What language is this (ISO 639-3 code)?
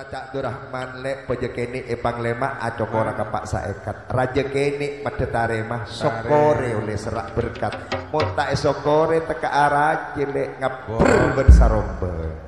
mad